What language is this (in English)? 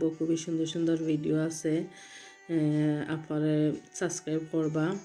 Sylheti